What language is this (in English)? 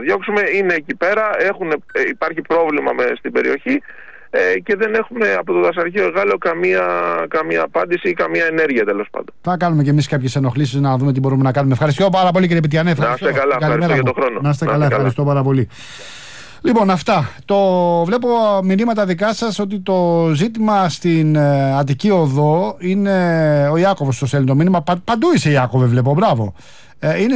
Greek